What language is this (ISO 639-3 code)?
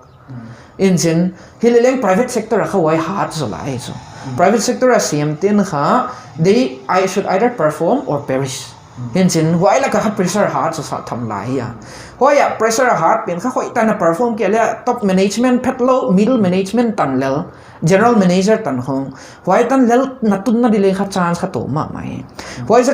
pck